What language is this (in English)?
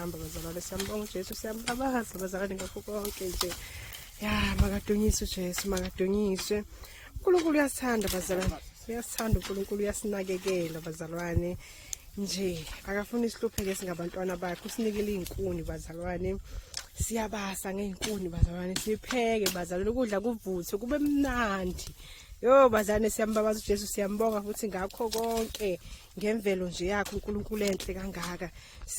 Zulu